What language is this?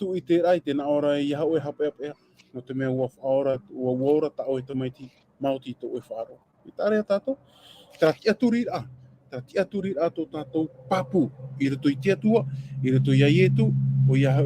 Tahitian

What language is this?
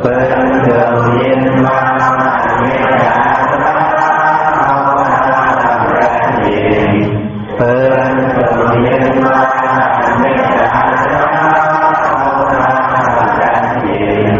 Shan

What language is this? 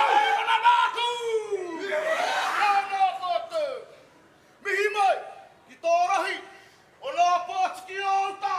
Māori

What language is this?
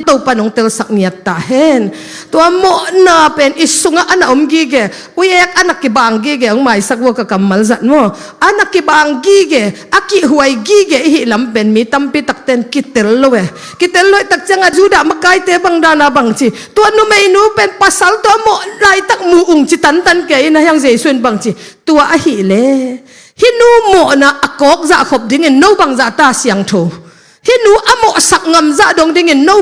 Tedim Chin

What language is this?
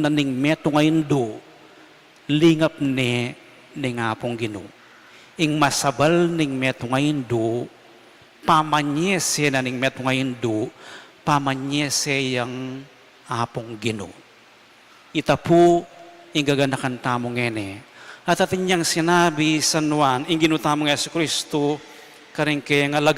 Pampanga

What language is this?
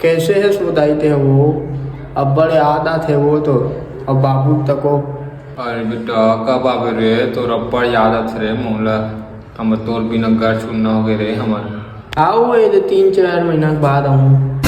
Chhattisgarhi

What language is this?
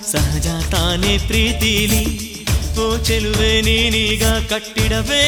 Kannada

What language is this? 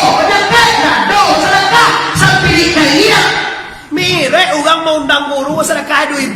Minangkabau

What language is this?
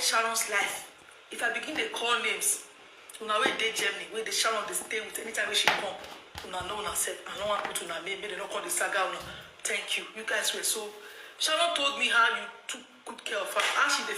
Nigerian Pidgin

